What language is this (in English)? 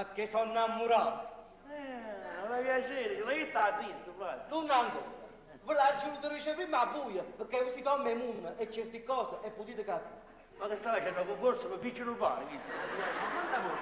Neapolitan